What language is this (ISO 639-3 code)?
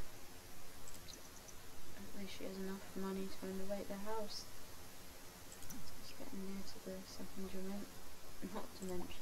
eng